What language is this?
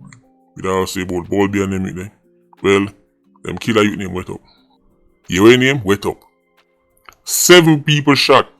Jamaican Creole English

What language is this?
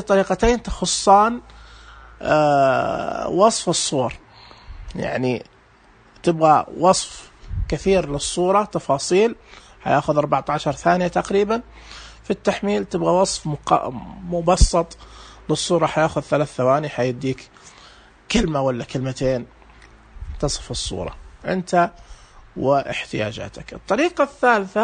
Najdi Arabic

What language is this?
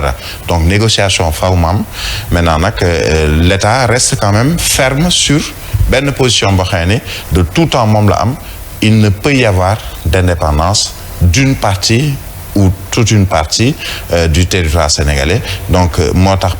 Wolof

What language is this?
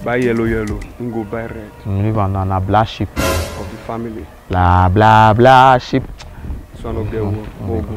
Nigerian Pidgin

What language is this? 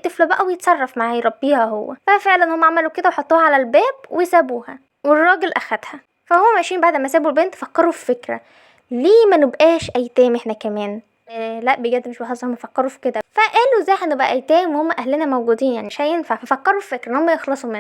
Egyptian Arabic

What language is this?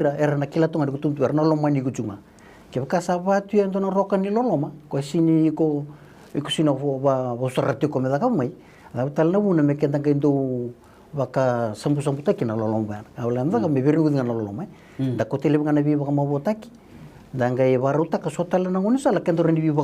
Fijian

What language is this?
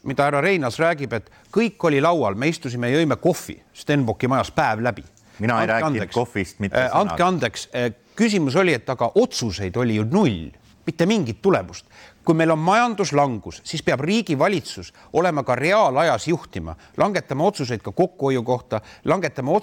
Estonian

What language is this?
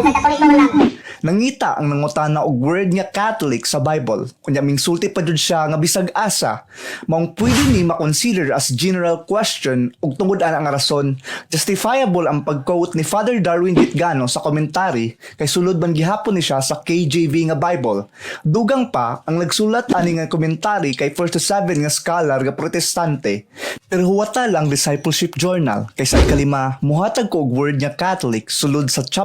Cebuano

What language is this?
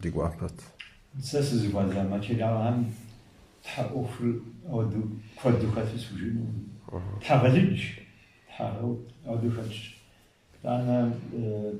Kabardian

